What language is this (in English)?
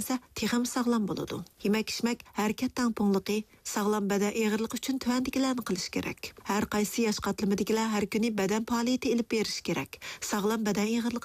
Uyghur